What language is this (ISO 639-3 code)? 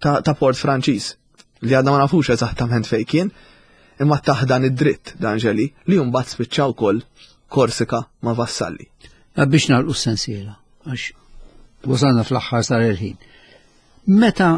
mlt